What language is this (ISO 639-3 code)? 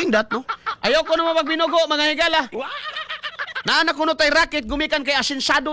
ceb